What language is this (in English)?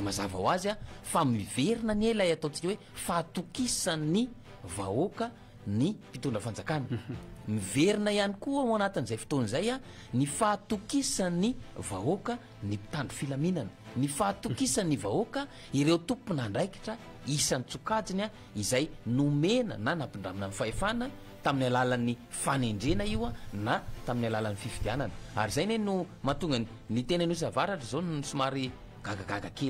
Malagasy